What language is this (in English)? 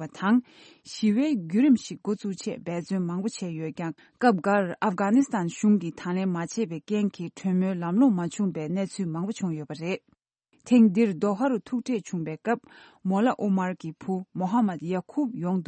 Tibetan